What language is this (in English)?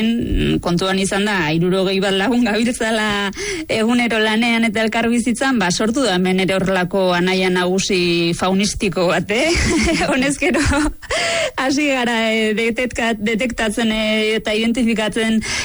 Basque